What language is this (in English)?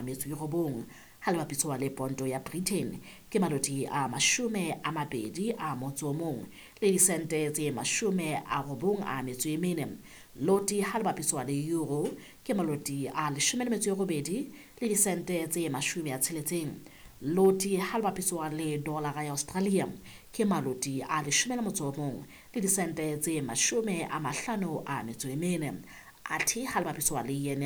Southern Sotho